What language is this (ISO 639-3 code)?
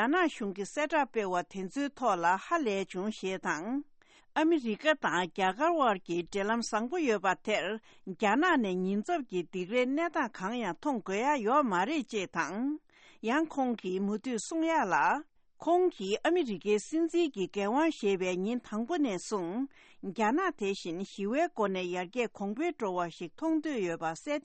bod